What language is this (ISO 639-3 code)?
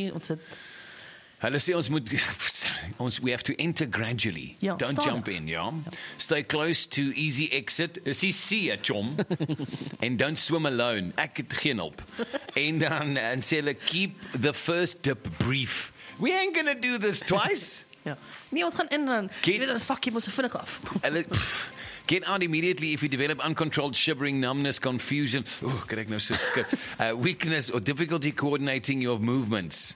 afr